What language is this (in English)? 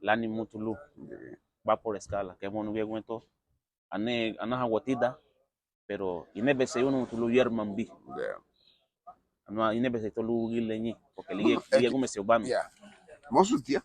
Garifuna